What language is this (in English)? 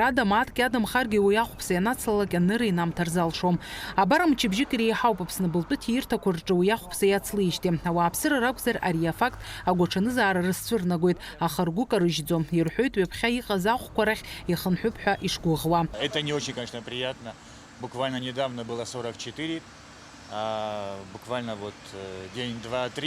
Abkhazian